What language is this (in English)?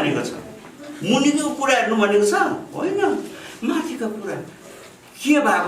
Nepali